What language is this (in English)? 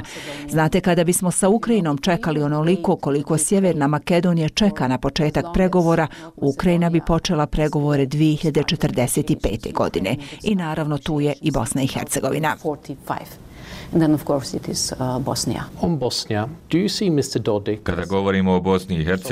Bosnian